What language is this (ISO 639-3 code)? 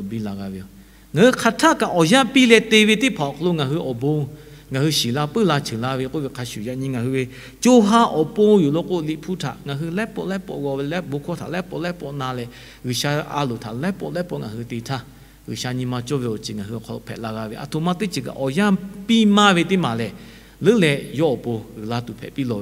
lhu